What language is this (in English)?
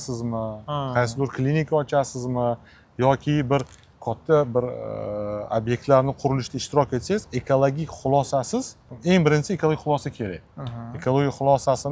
Uzbek